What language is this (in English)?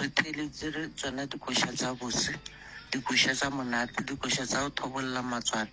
Northern Sotho